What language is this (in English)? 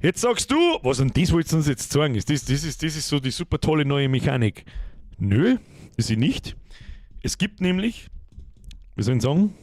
Bavarian